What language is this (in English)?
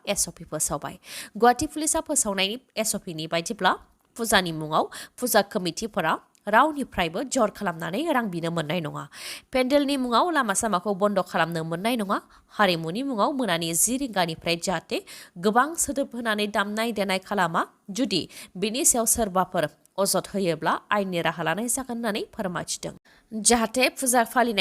Bodo